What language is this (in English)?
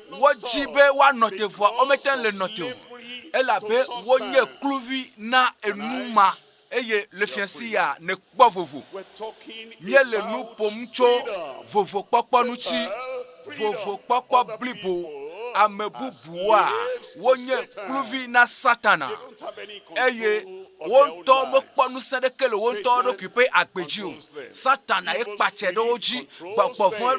Ewe